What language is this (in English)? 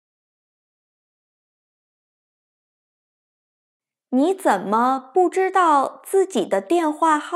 Chinese